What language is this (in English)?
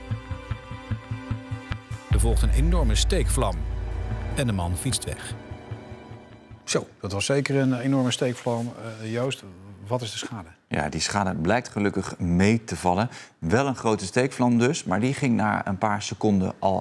Dutch